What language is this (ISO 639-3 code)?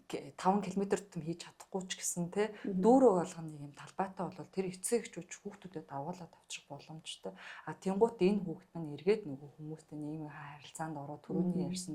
mon